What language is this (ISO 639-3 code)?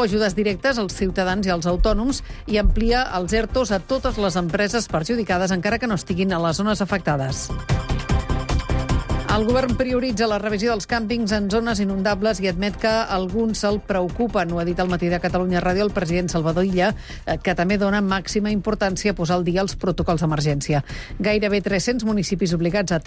cat